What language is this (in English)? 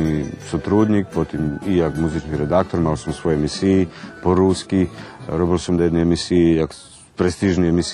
Rusyn